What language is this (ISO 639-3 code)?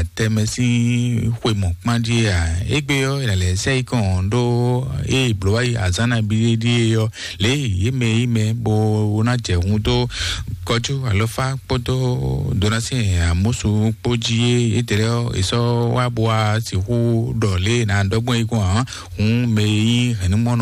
fon